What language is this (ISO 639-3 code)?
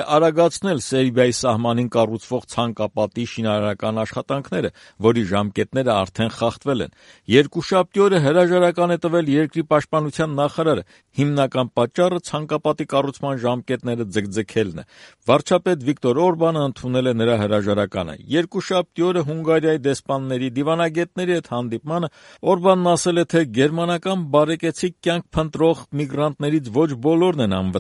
hye